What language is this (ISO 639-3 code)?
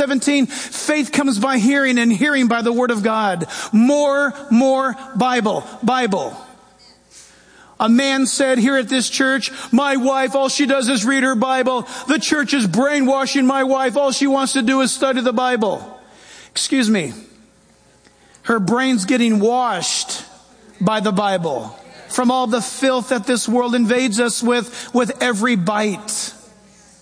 eng